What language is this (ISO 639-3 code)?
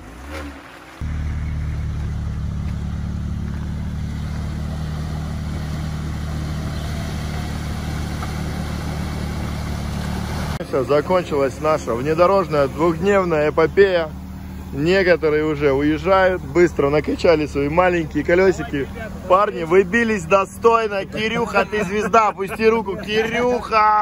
rus